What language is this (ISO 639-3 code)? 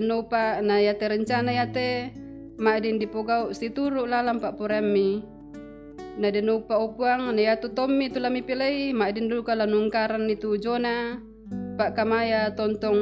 sda